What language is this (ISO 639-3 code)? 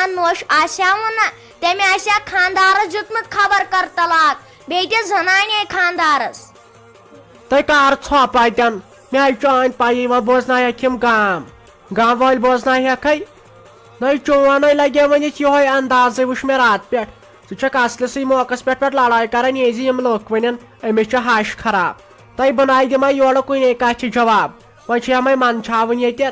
kas